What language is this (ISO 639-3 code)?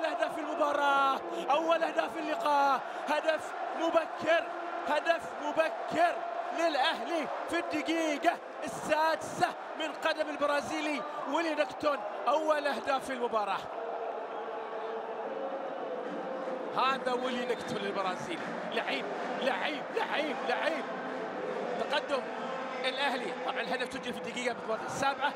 ara